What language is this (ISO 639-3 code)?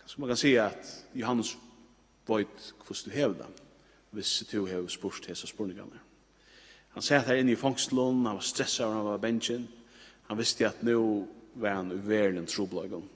fao